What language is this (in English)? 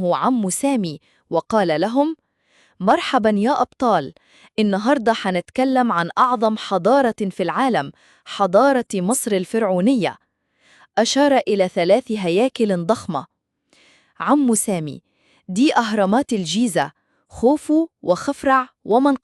Egyptian Arabic